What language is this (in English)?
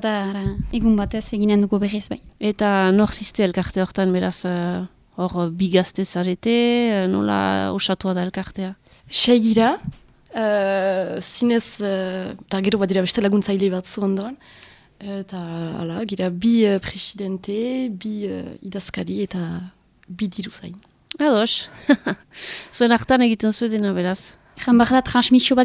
Basque